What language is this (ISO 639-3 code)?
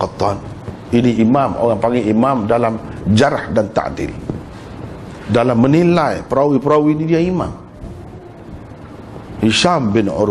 msa